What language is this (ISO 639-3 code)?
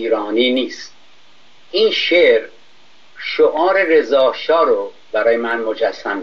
fas